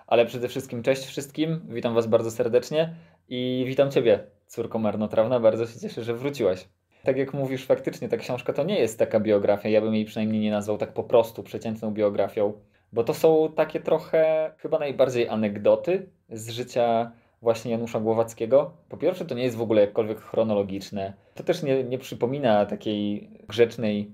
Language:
Polish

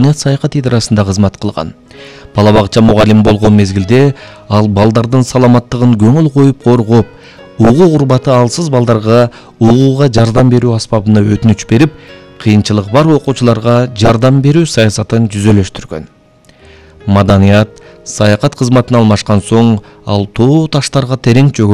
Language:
Kyrgyz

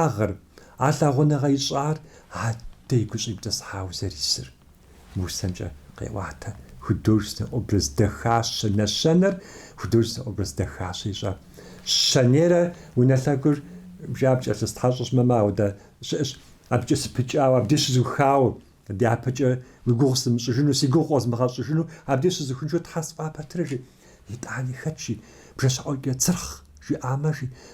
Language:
Kabardian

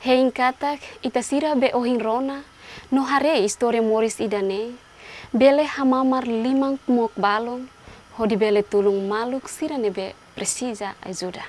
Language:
Tetum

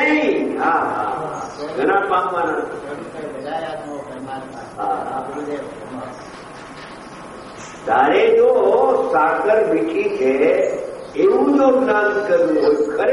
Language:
Gujarati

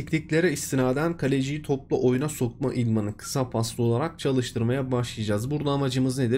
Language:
Turkish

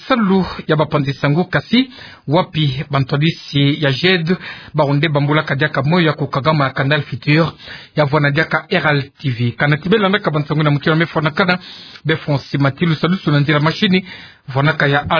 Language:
Kituba (Democratic Republic of Congo)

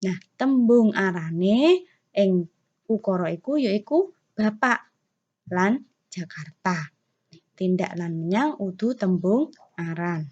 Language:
Javanese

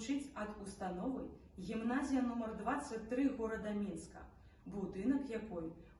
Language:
Belarusian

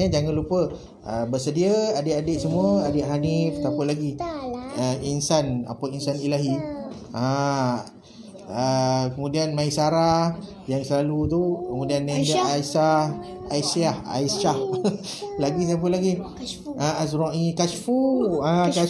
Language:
Malay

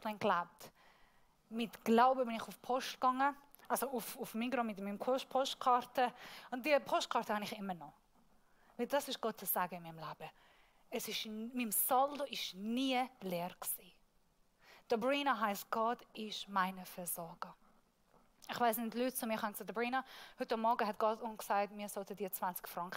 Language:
Swiss German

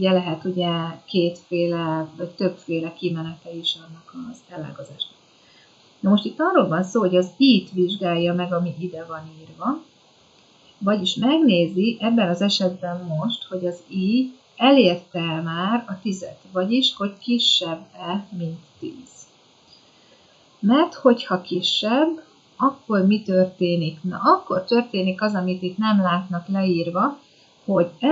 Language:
Hungarian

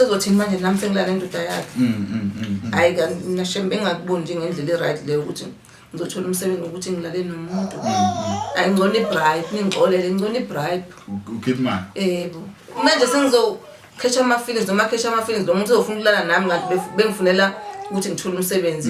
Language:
Zulu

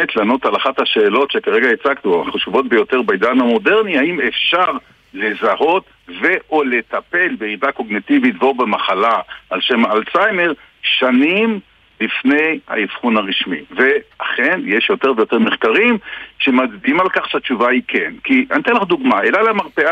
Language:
Hebrew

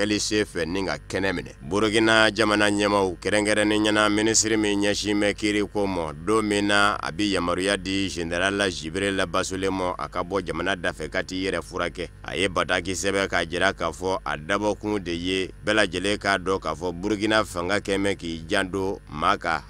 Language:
Bambara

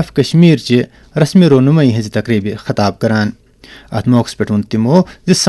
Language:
Kashmiri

